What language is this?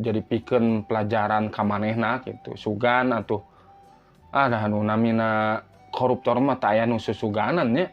Sundanese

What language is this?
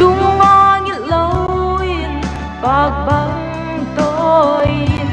Paite Chin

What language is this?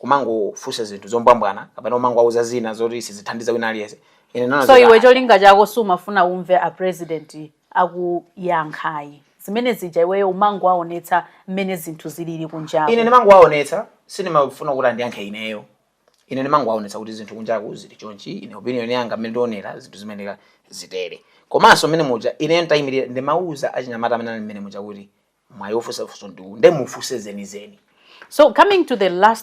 Nyanja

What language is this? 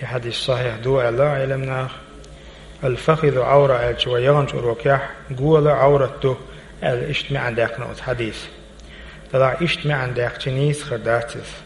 Chechen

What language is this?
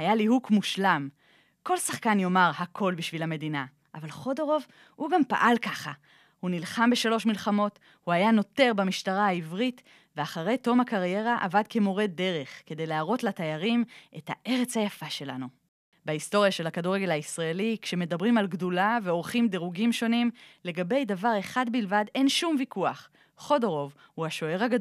Hebrew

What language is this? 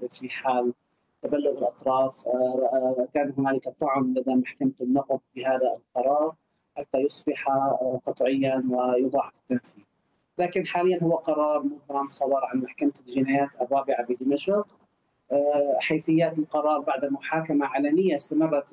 Arabic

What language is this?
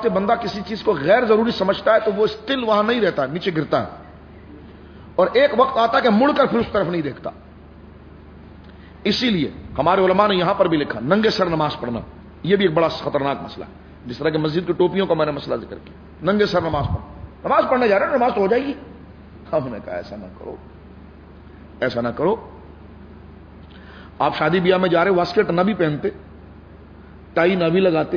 Urdu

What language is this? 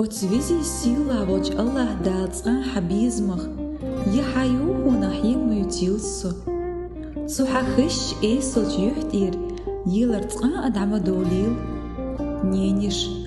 Chechen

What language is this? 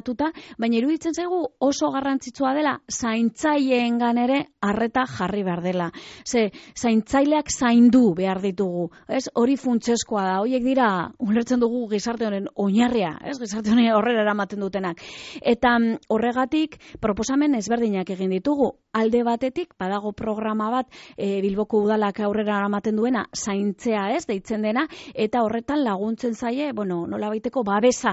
Basque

